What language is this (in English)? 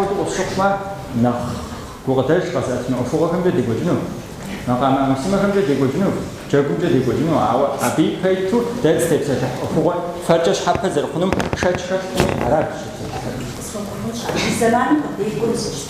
Kabardian